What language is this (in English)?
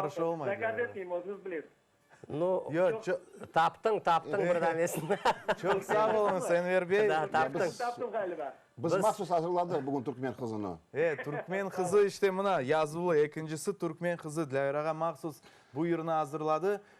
Crimean Tatar